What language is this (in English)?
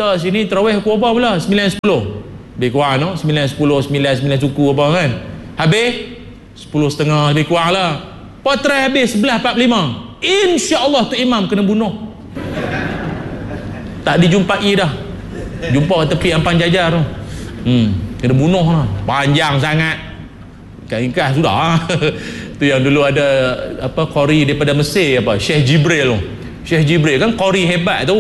Malay